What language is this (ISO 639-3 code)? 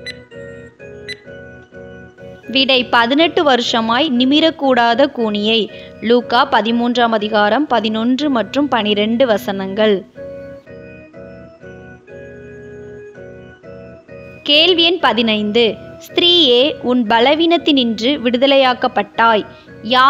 tam